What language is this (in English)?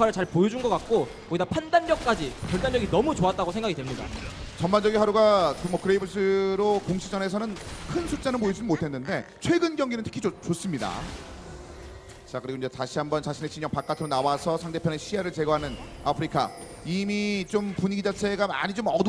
Korean